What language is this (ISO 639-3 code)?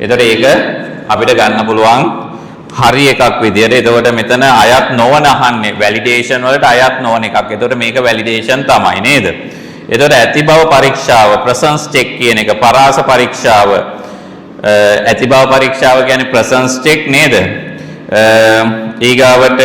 sin